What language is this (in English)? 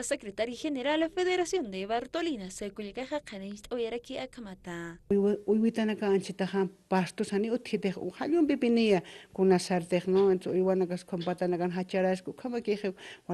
Aymara